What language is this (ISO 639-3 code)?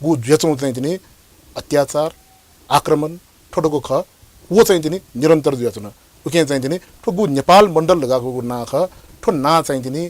new